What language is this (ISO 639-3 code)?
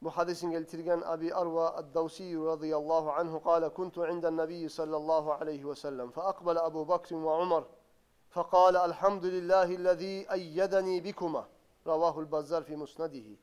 kum